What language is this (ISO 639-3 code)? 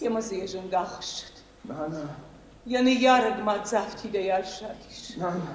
oss